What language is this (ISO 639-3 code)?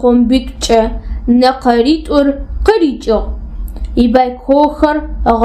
ady